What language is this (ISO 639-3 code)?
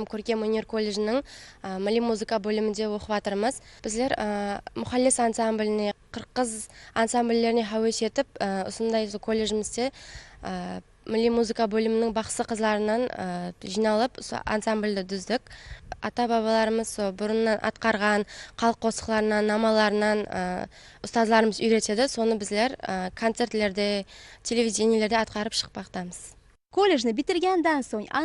kaa